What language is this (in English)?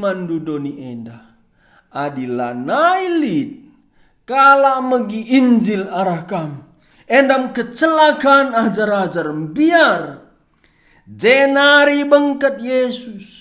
Batak Karo